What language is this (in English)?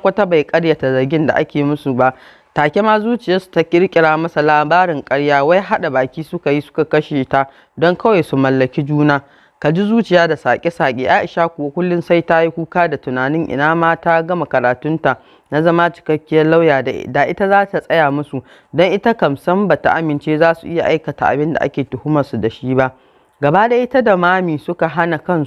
Hausa